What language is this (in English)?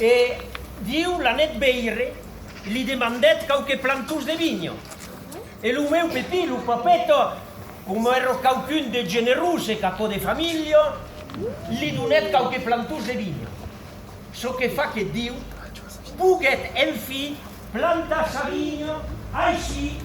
Occitan